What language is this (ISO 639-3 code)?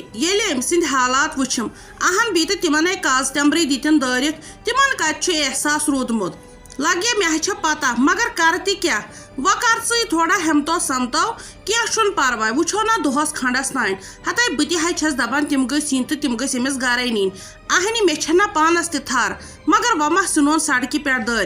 kas